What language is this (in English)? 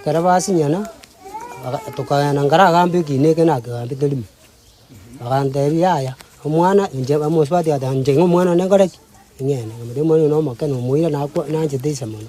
Gusii